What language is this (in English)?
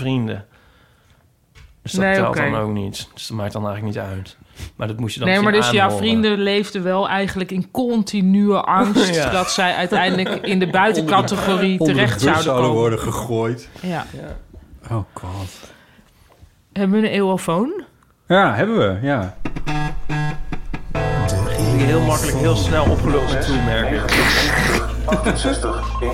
Dutch